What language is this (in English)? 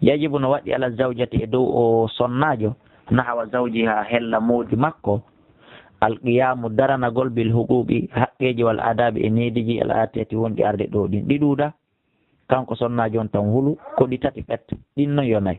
Fula